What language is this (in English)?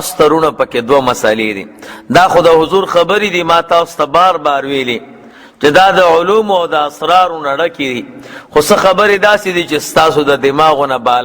Pashto